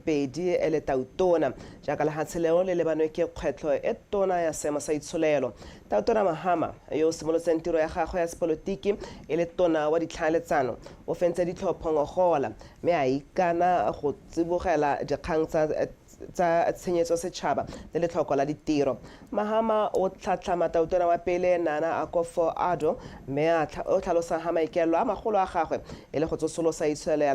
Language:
Tswana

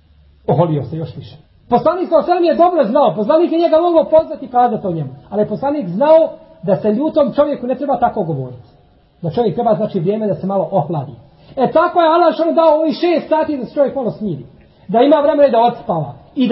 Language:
Bosnian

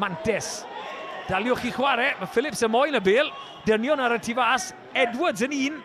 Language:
Welsh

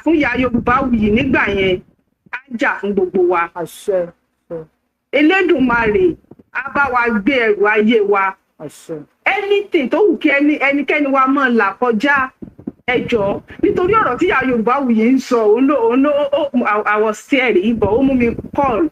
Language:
Yoruba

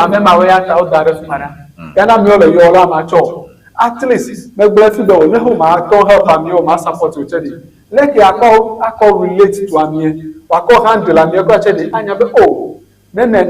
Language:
Ewe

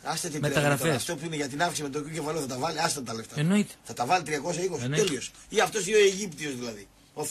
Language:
Greek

